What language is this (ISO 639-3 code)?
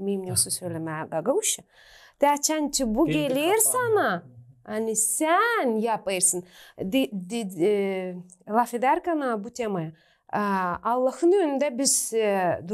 gag